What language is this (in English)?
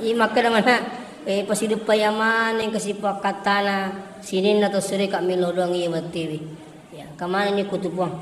Buginese